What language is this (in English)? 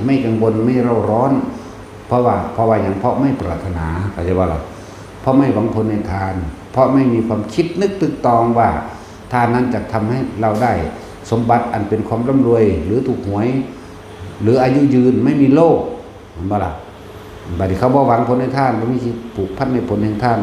Northeastern Thai